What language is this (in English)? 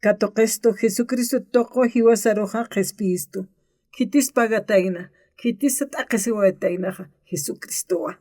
Aymara